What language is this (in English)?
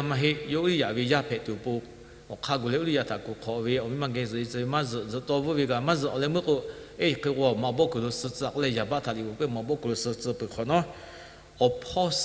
Lahu